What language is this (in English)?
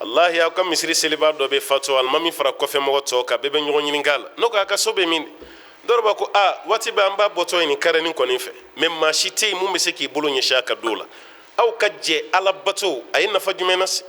Bambara